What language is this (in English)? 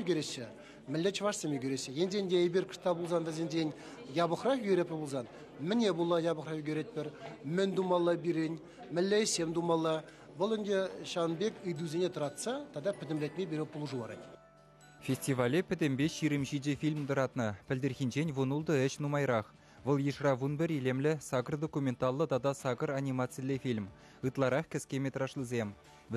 Chuvash